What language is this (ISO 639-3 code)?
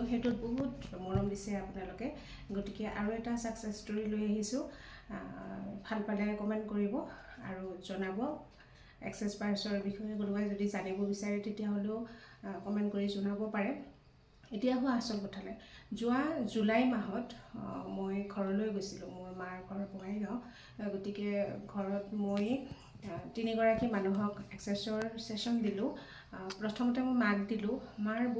asm